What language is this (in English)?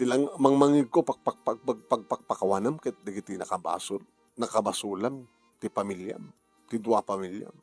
Iloko